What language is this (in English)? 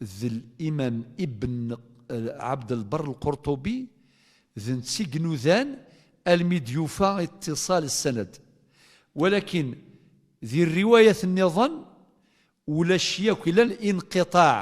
Kabyle